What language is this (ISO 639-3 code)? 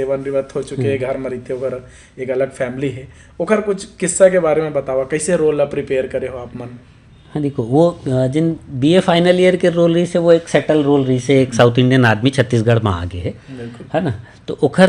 hne